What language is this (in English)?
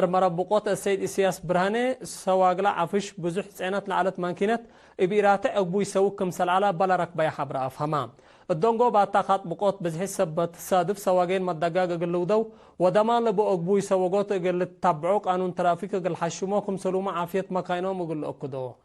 Tigre